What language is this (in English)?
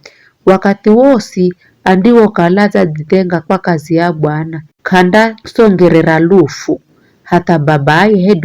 Giryama